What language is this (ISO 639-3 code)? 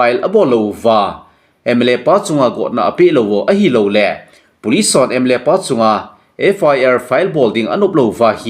tcz